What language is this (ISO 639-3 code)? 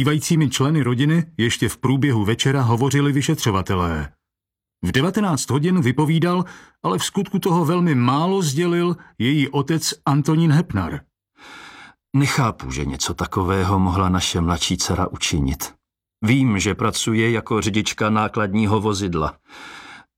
ces